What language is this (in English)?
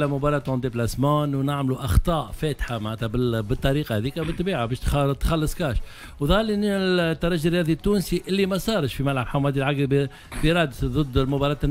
Tunisian Arabic